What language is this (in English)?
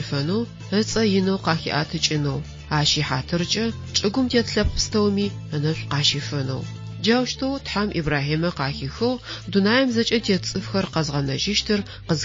Adyghe